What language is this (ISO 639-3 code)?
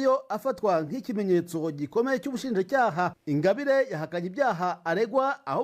kin